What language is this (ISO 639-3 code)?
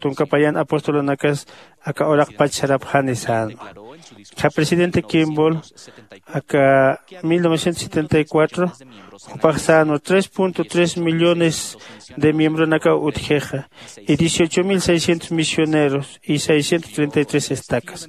aym